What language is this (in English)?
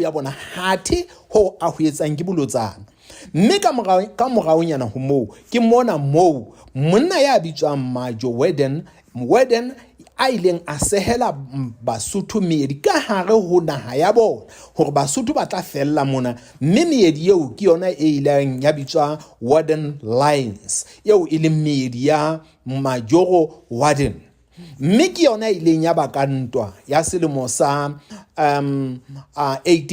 Southern Sotho